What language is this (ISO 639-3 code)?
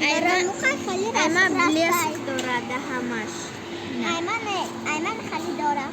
tgk